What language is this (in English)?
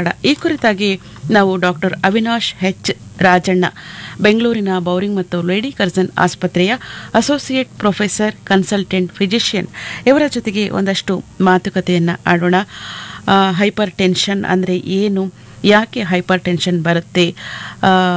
Kannada